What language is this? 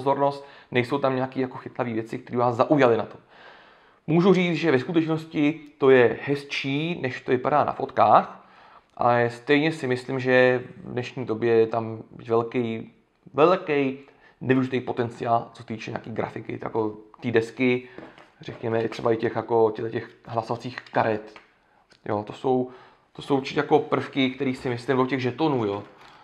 Czech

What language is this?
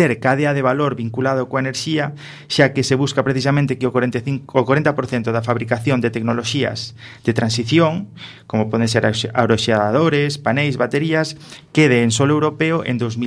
Galician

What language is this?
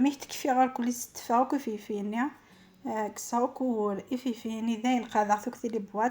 Kabyle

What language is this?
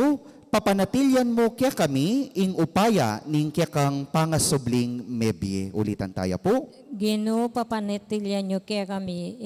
Pampanga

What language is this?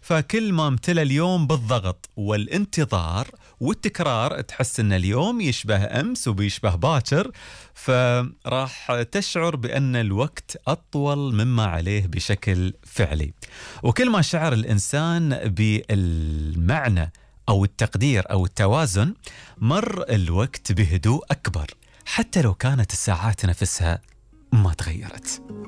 Gulf Arabic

